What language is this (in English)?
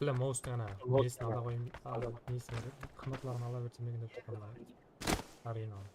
Kara-Kalpak